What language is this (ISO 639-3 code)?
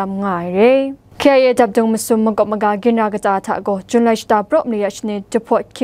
kac